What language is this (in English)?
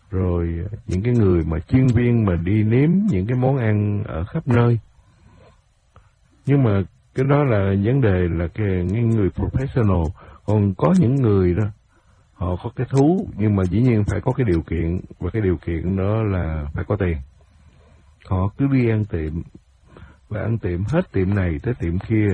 Vietnamese